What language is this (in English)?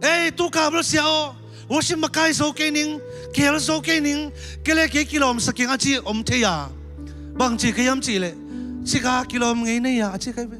Tedim Chin